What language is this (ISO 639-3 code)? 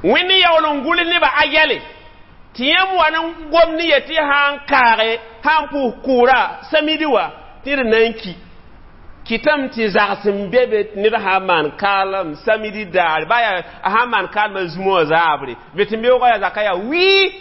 mos